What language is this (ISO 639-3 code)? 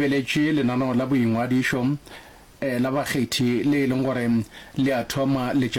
nso